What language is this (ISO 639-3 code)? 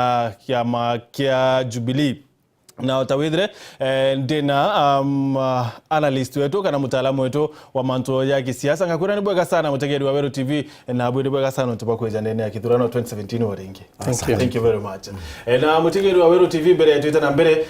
mer